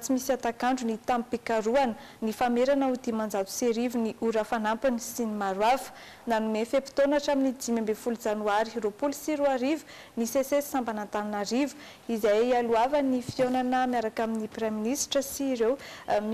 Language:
Malagasy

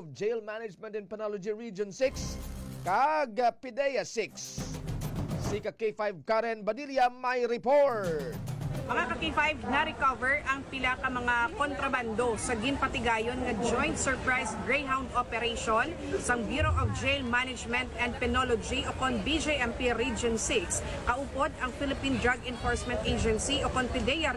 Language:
Hiligaynon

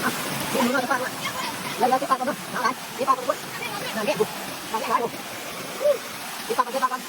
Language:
Northeastern Thai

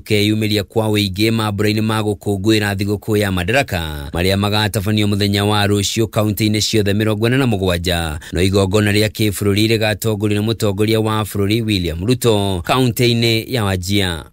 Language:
Kikuyu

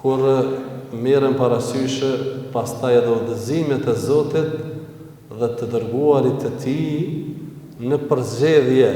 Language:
Albanian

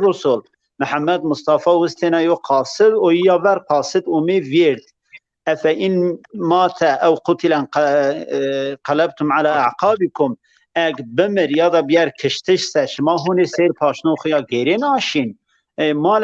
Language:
Zaza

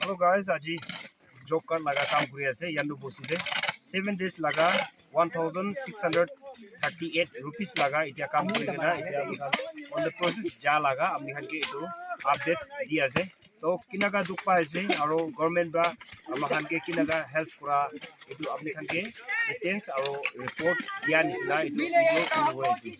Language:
Naga Pidgin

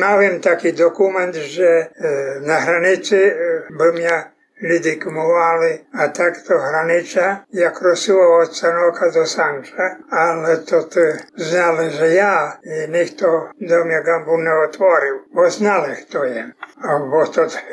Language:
Rusyn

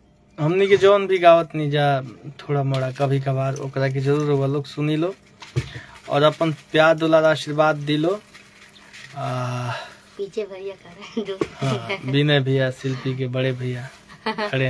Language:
Bhojpuri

